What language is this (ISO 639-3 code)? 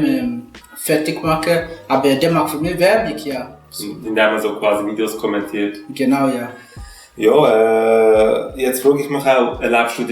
gsw